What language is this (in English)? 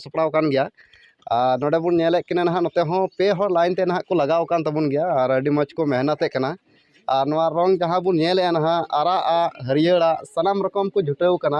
Santali